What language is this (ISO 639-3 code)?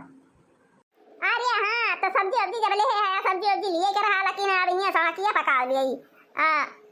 awa